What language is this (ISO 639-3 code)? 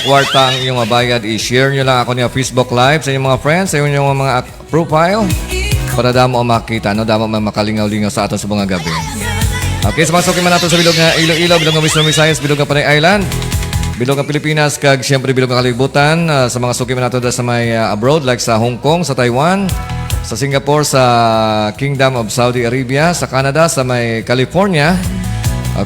hil